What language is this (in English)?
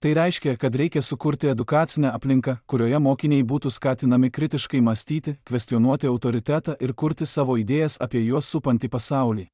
Lithuanian